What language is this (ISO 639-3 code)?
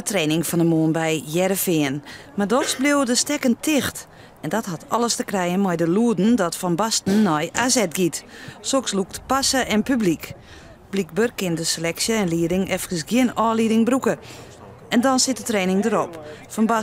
fry